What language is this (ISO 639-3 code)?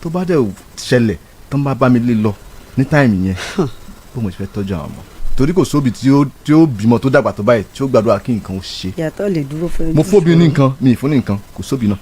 yor